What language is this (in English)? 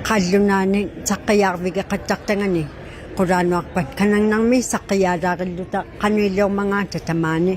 Inuktitut